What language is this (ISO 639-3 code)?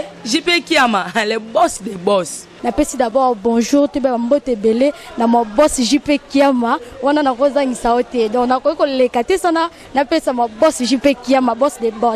lin